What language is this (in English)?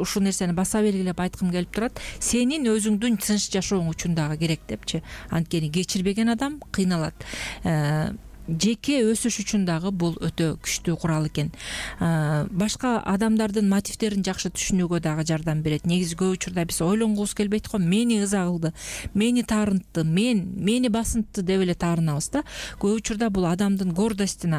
Kyrgyz